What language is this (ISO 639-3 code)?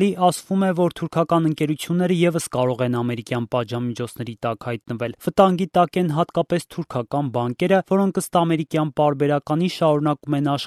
hye